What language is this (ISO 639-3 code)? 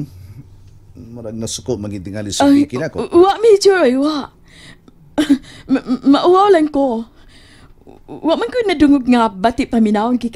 ceb